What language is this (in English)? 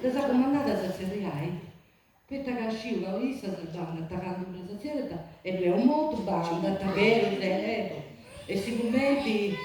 Sardinian